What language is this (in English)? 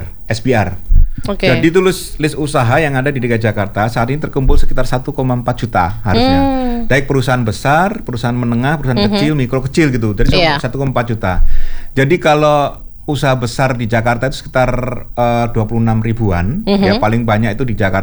Indonesian